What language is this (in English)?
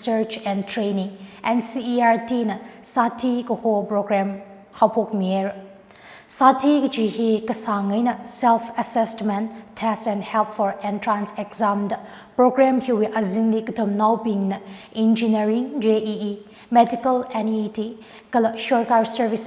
Tangkhul Naga (India)